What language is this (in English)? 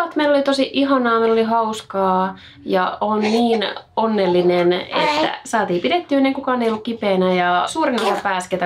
Finnish